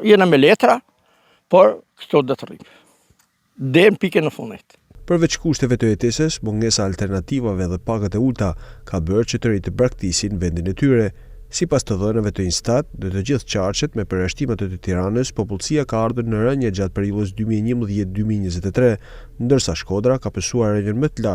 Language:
Albanian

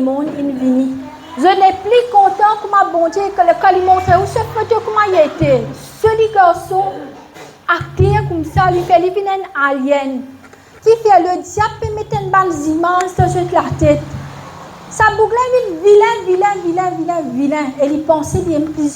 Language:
Morisyen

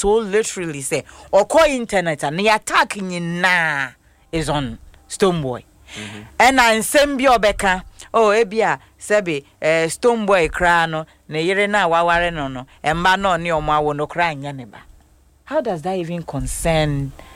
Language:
Akan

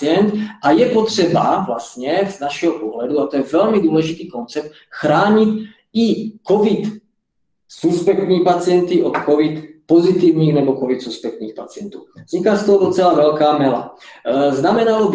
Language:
Czech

